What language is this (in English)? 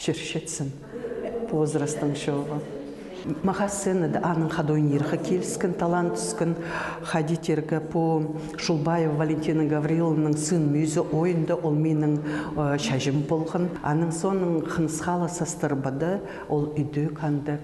Khakas